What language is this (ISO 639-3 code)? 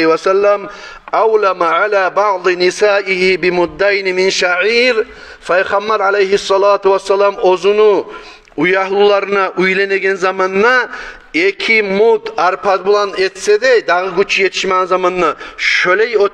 kum